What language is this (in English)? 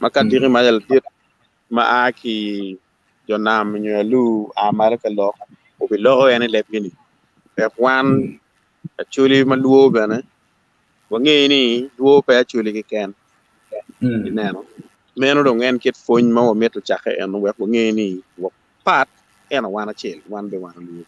Acoli